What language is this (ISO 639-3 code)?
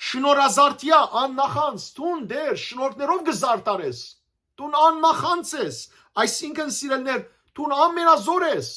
hyw